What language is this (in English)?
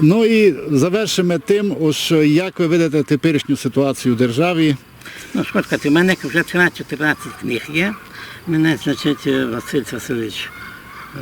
Rusyn